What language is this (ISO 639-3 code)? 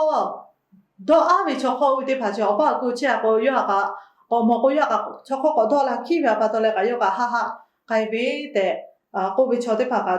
lhu